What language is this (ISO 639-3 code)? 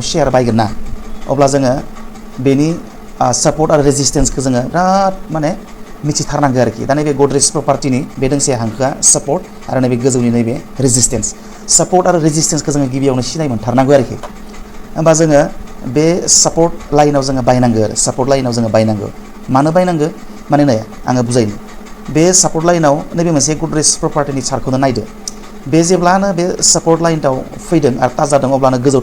brx